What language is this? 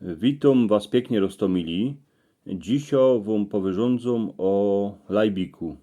Silesian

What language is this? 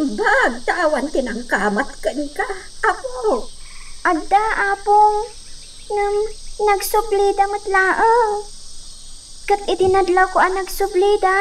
Iloko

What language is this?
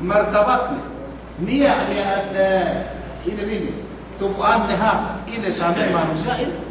Yakan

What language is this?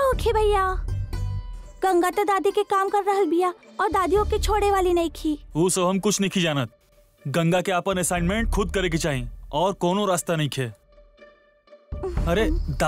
Bhojpuri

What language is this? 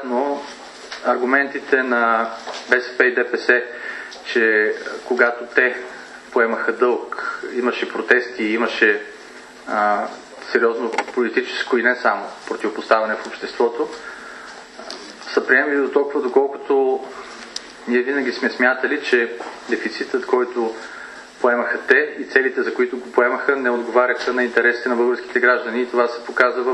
Bulgarian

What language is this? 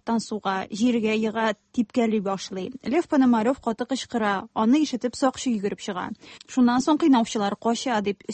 Tatar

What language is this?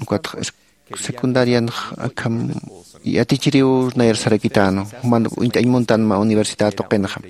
Aymara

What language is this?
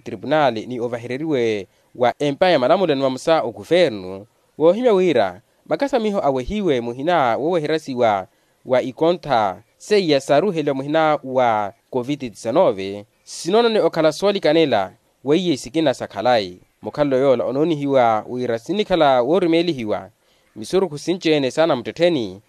Makhuwa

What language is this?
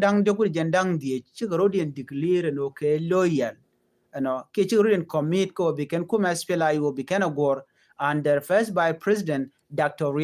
Nuer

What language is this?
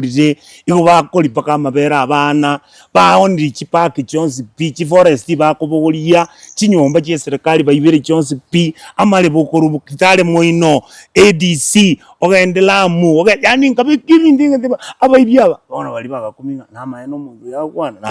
Gusii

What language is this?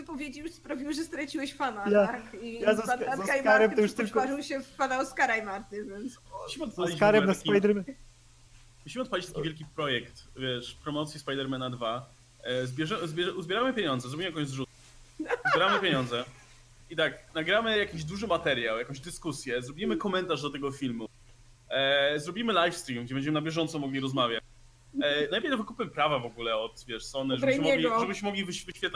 Polish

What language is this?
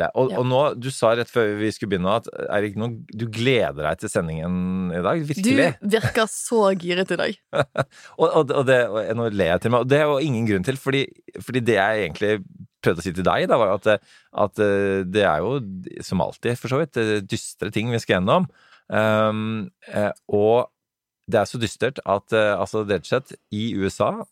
Norwegian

